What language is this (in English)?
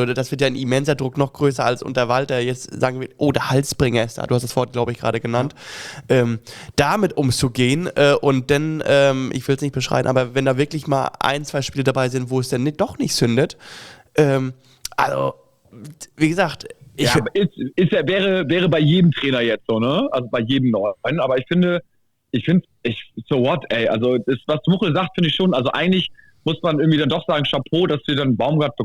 German